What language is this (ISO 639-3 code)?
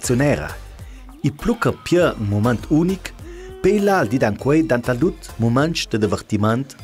lld